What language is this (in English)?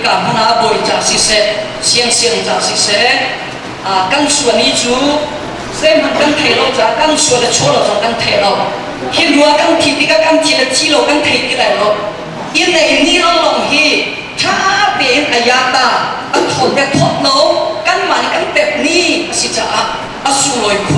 Hakha Chin